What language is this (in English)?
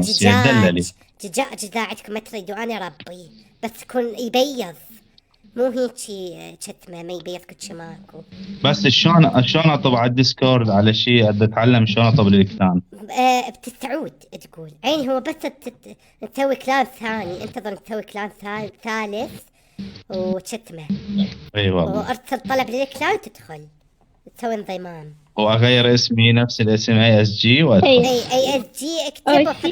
Mesopotamian Arabic